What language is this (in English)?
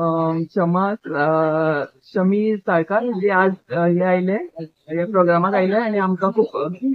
Konkani